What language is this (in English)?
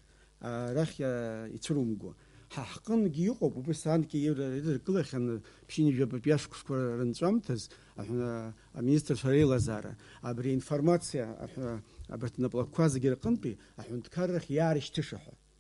Abkhazian